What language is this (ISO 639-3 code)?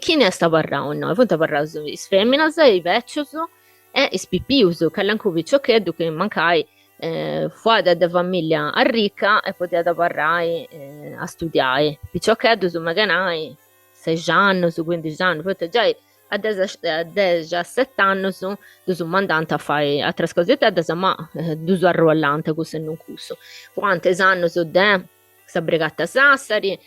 srd